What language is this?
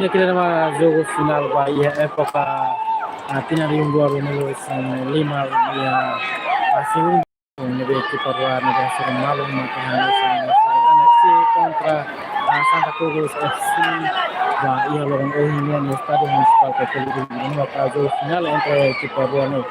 Tetum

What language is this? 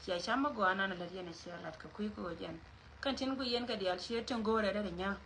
Nuer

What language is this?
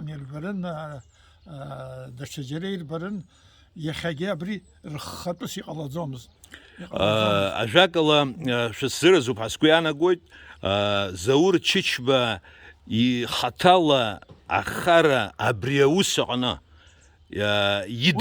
Abkhazian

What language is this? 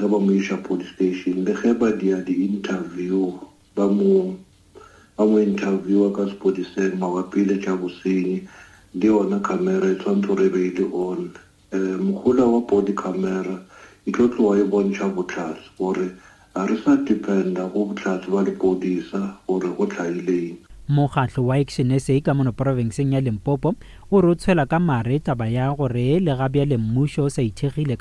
Northern Sotho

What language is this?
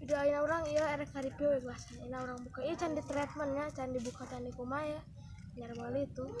Sundanese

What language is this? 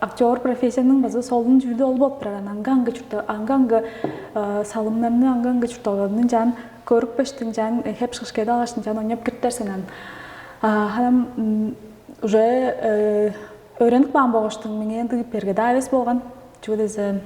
Tuvinian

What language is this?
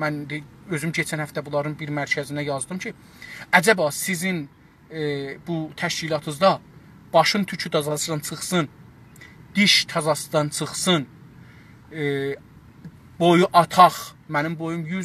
South Azerbaijani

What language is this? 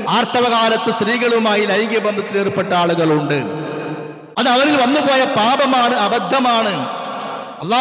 Malayalam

